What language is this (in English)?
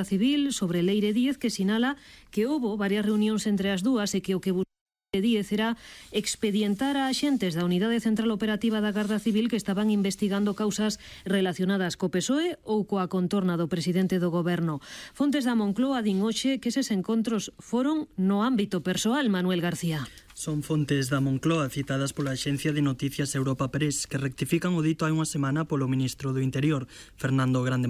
Galician